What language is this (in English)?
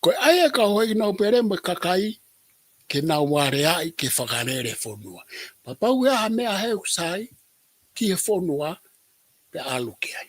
Tongan